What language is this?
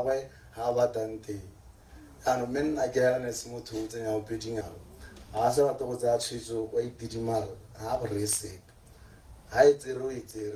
Tswana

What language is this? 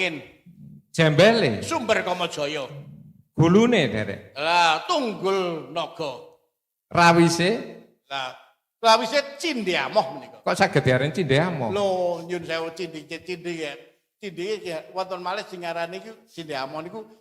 Javanese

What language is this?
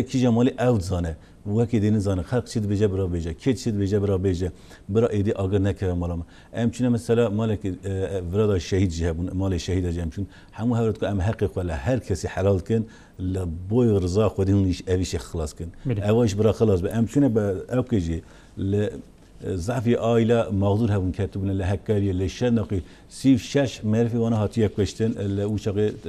Kurdish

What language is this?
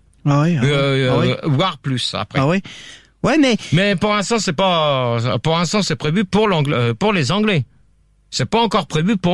French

